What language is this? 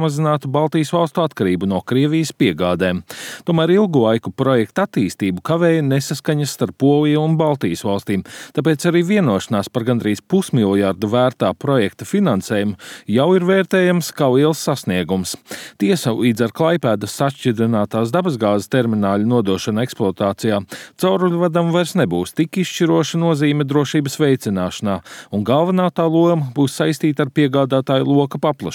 Latvian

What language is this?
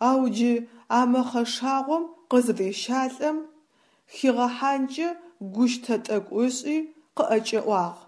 Adyghe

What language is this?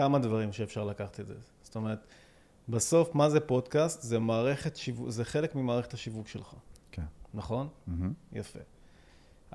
Hebrew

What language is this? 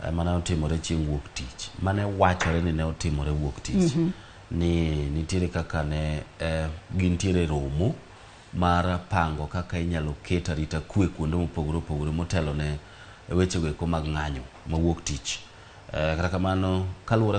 Luo (Kenya and Tanzania)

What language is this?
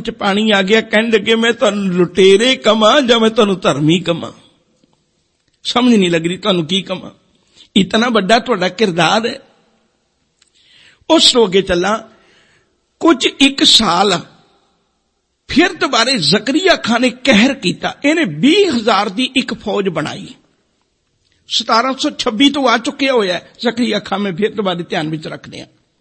Punjabi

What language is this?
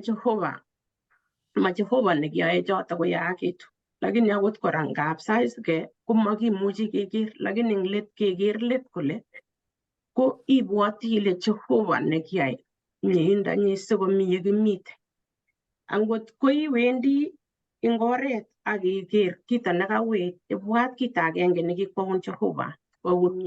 Kalenjin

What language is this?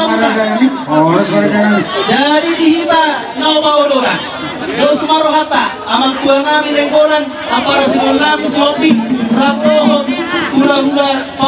Batak Toba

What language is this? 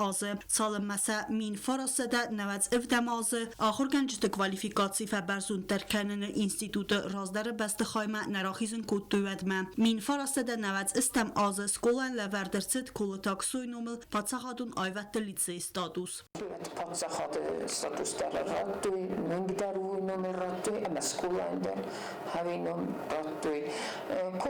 Ossetic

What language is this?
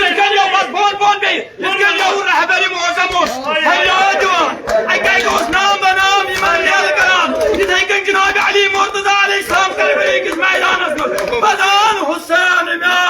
Kashmiri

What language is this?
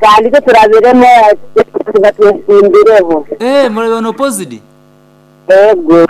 Nyankole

